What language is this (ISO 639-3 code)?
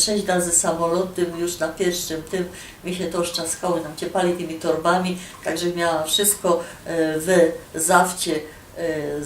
szl